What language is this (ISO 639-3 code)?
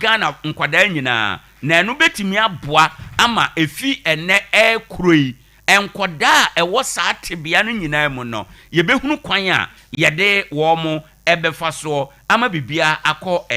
aka